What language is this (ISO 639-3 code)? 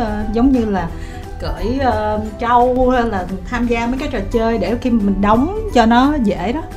vie